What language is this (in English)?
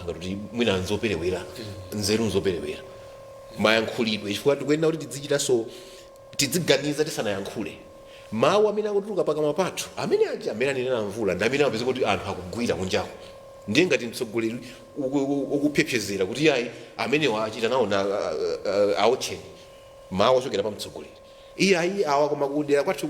Nyanja